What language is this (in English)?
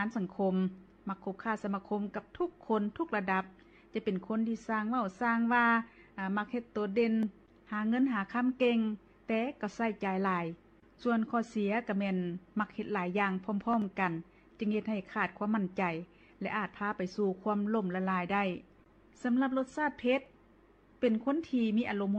Lao